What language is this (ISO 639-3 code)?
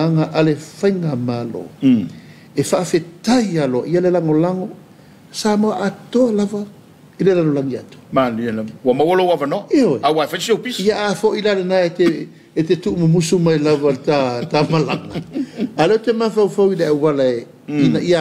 smo